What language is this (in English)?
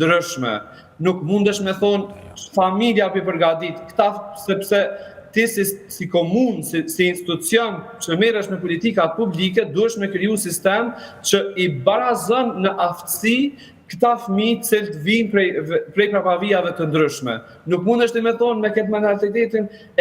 Albanian